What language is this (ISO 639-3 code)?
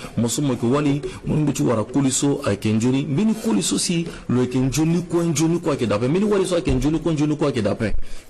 sag